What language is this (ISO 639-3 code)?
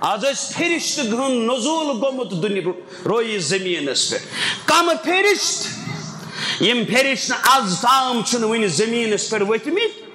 kas